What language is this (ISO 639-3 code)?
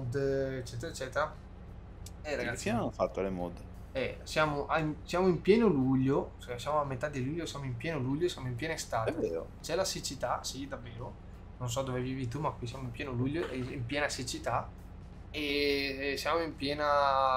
ita